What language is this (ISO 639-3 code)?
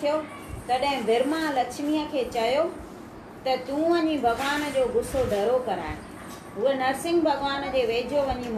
snd